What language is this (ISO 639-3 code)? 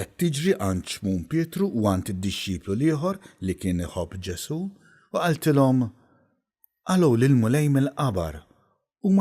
mlt